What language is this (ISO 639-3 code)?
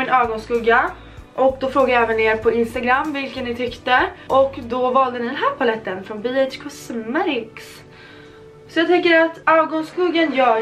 swe